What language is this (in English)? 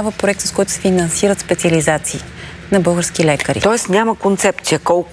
Bulgarian